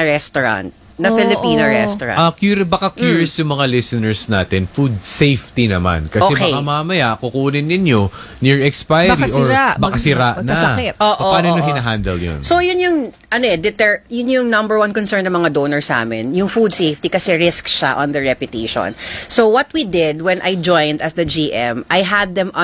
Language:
Filipino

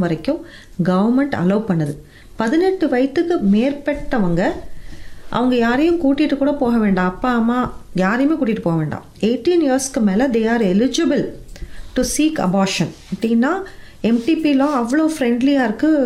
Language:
Tamil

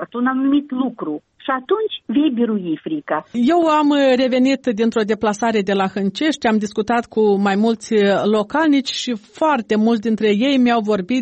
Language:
Romanian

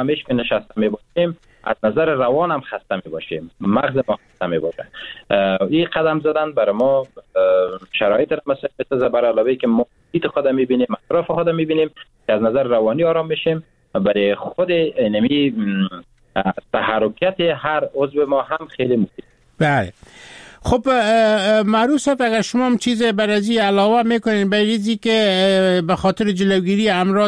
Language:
Persian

